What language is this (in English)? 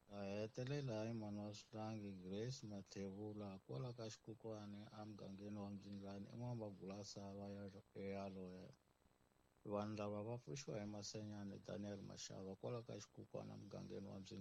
Tsonga